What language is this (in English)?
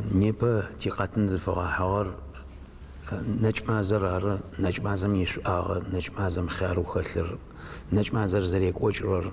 Adyghe